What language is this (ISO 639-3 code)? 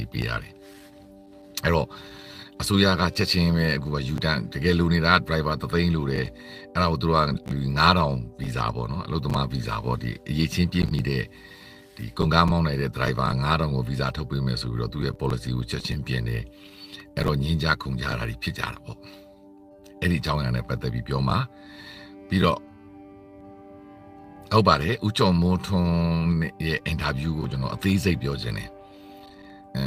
mya